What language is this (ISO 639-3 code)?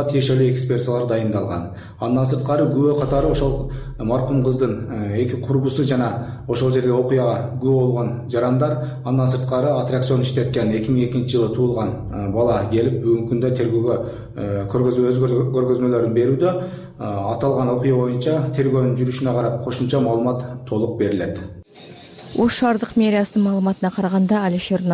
kir